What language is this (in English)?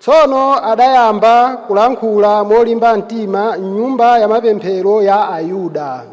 Nyanja